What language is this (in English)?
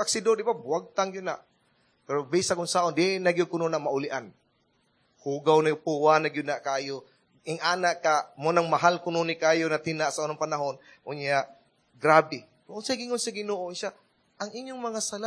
Cebuano